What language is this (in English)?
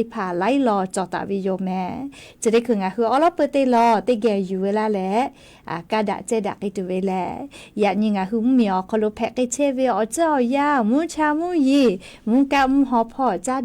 Lahu